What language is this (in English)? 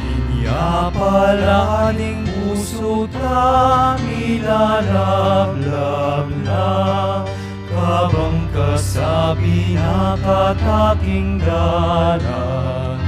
Pampanga